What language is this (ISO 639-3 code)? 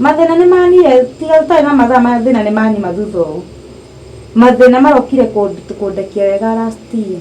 kik